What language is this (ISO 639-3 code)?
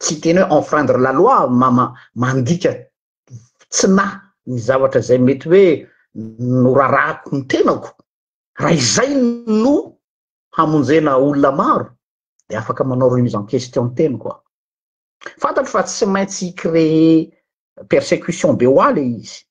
mlg